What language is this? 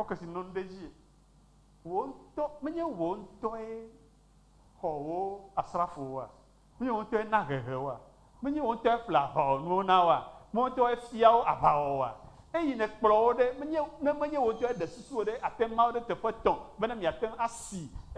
Ewe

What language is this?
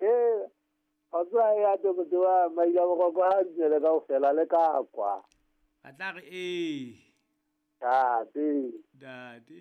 Southern Sotho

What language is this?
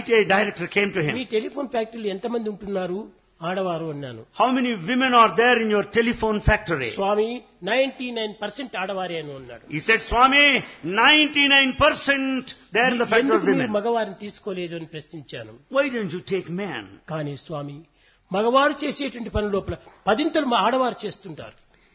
Telugu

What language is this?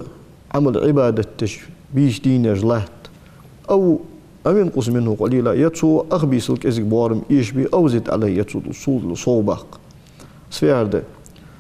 Ingush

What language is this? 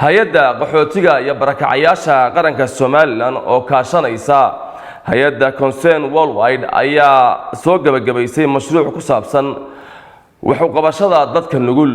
Somali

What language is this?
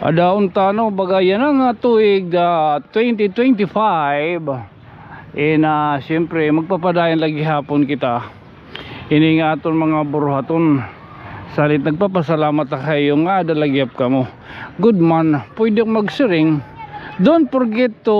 Waray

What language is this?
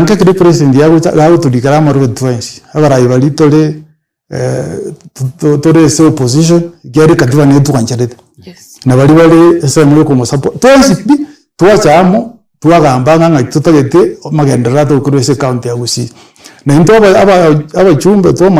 Gusii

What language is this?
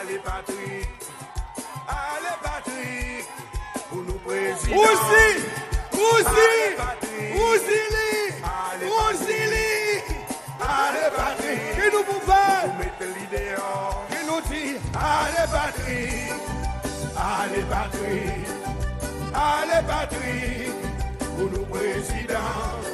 Seselwa Creole French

